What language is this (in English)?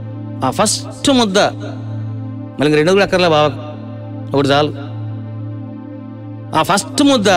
Telugu